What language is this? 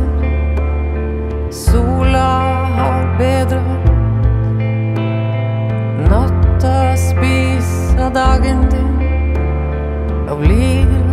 Norwegian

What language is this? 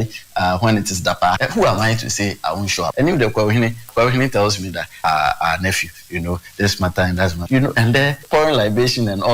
Akan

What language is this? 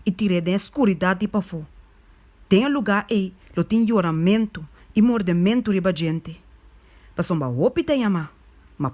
Papiamento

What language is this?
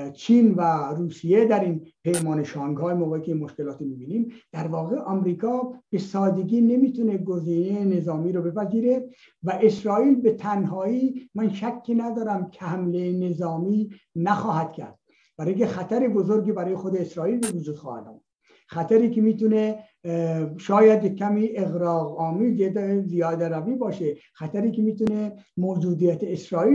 Persian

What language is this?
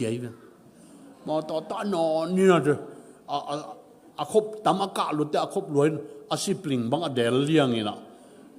Tedim Chin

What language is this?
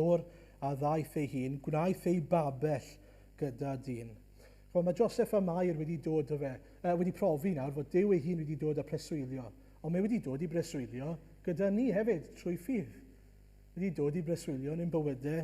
Welsh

